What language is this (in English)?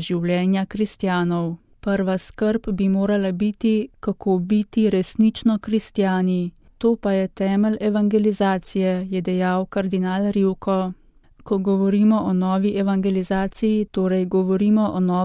Slovenian